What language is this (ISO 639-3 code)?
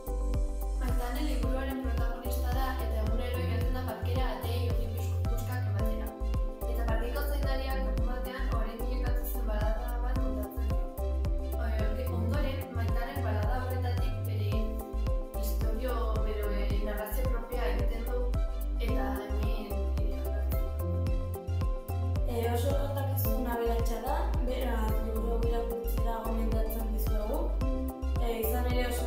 eus